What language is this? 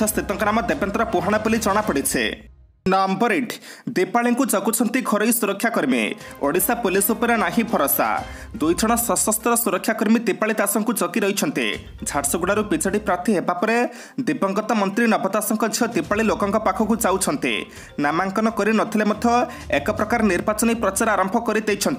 Odia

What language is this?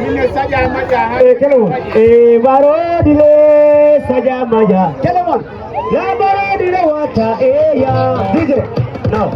Fula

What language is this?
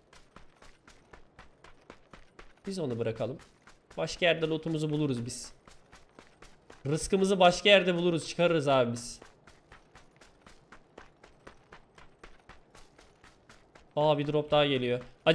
Turkish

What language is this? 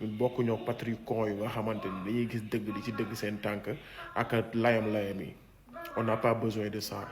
Wolof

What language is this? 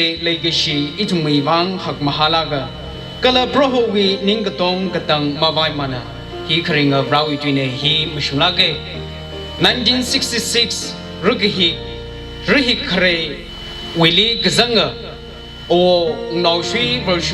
Tangkhul Naga (India)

